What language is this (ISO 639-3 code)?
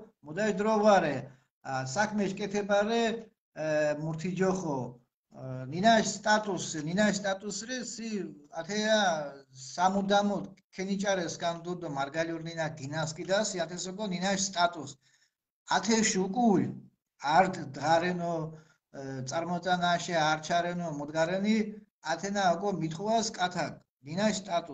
xmf